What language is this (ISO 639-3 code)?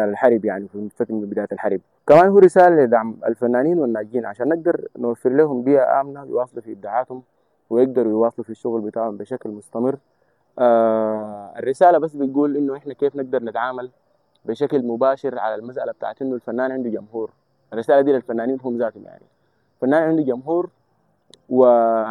apd